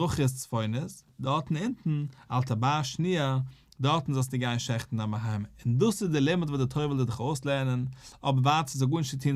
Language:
Yiddish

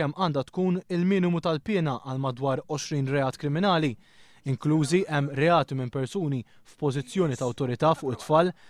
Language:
Maltese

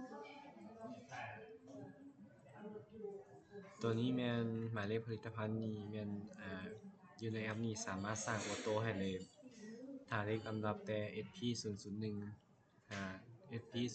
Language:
Lao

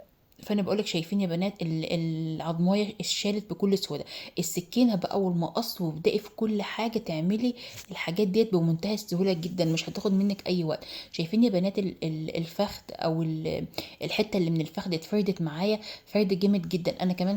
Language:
Egyptian Arabic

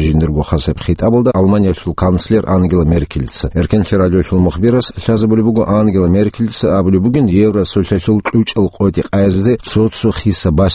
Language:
Avaric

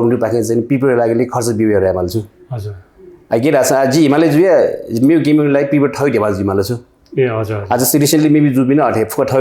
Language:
Newari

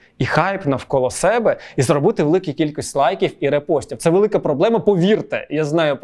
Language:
Ukrainian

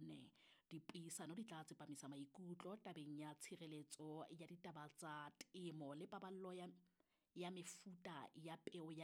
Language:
Southern Sotho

